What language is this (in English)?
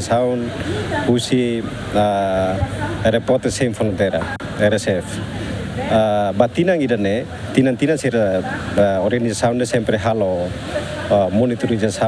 Tetum